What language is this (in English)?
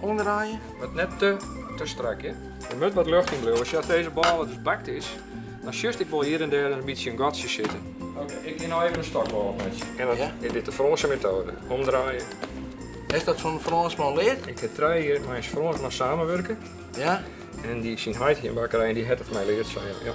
Western Frisian